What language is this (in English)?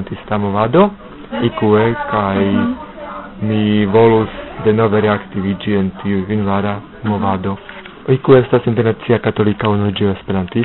Esperanto